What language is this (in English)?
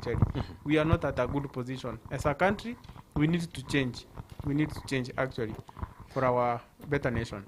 Gusii